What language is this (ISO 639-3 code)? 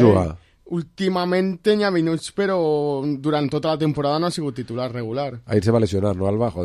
cat